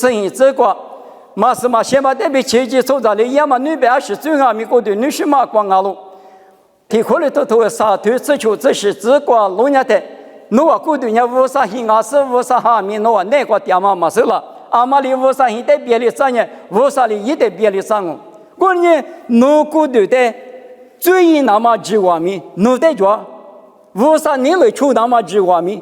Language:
Lisu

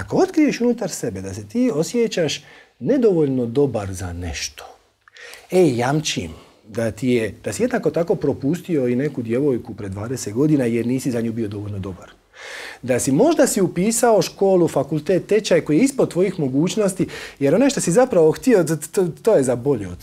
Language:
Croatian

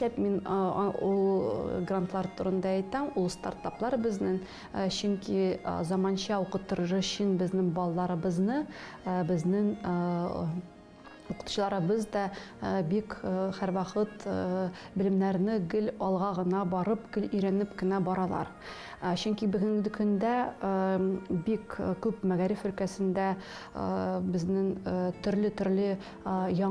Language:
Tatar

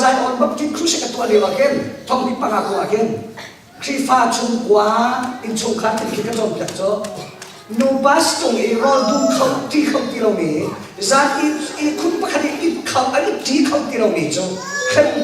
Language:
Falam Chin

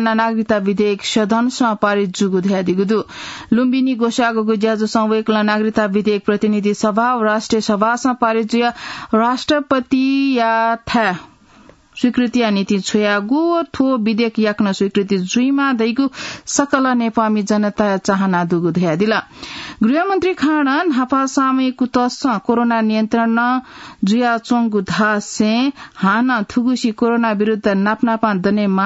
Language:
Newari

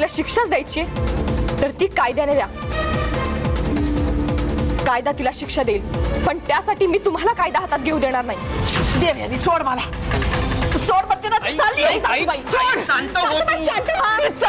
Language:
Marathi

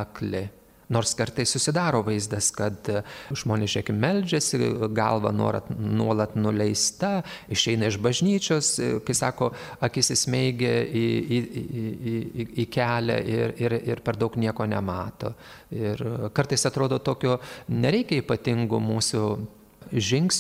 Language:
Lithuanian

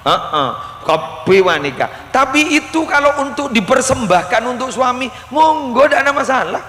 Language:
Madurese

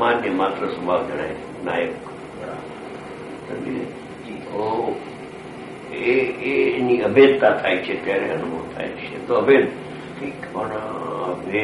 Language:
Gujarati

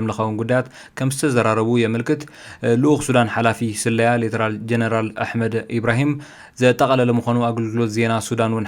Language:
Tigrinya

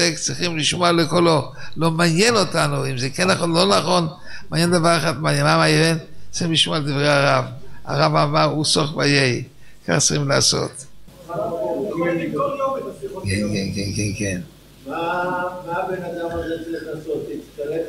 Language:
Hebrew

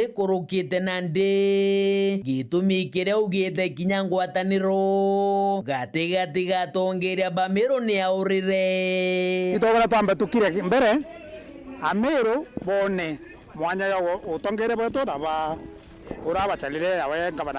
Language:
Meru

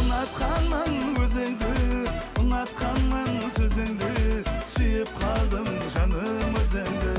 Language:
Kara-Kalpak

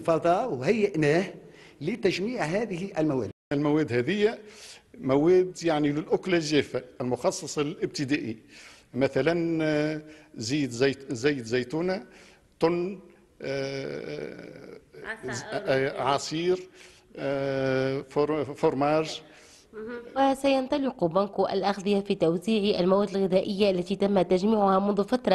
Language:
Tunisian Arabic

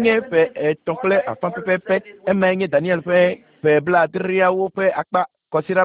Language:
Ewe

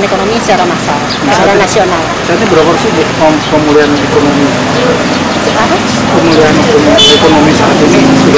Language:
Indonesian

